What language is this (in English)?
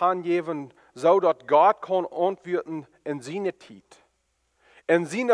Plautdietsch